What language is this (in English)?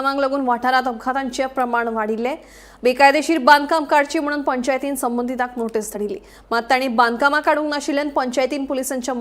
Konkani